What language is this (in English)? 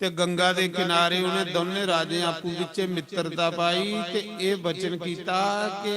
Dogri